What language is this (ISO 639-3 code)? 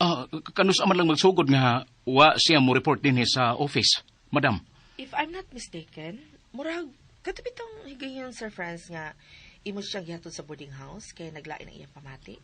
ceb